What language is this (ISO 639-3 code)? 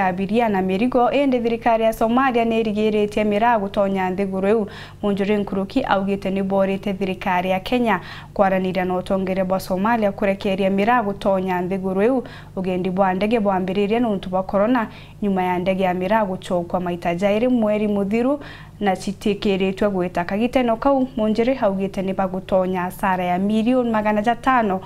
mer